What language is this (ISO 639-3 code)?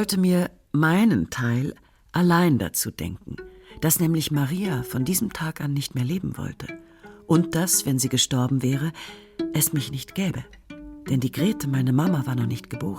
gsw